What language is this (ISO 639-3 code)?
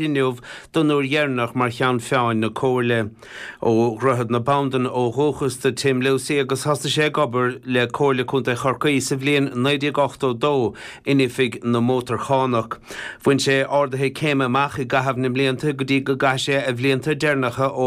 gle